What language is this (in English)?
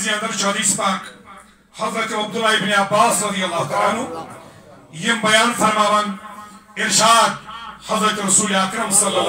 Kashmiri